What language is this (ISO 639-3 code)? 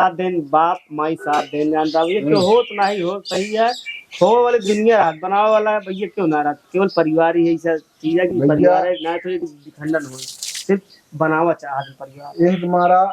awa